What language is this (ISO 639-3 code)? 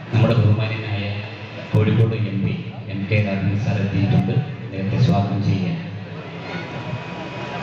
mal